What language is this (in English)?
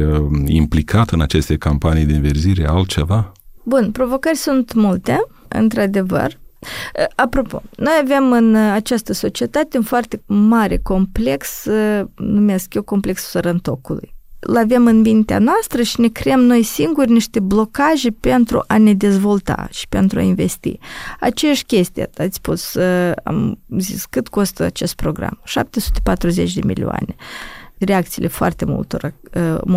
Romanian